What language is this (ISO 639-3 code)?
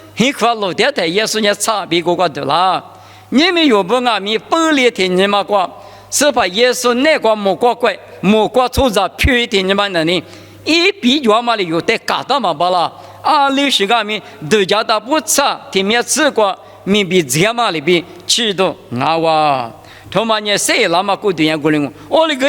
lis